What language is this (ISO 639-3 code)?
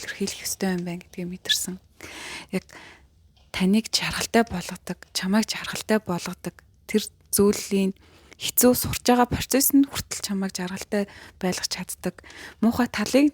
mon